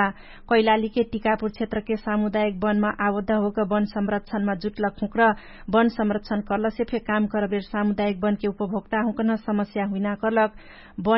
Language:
Dangaura Tharu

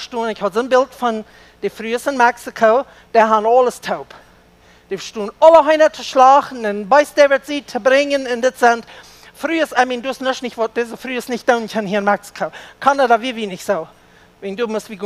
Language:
Plautdietsch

